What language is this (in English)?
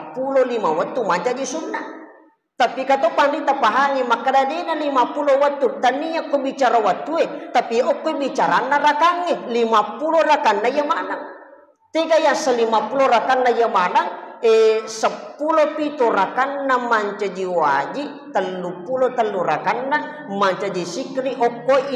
Buginese